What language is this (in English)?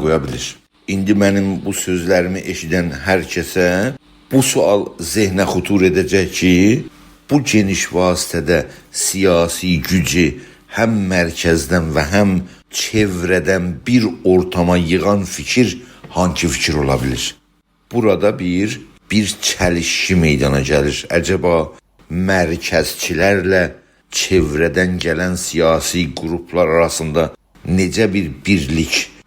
South Azerbaijani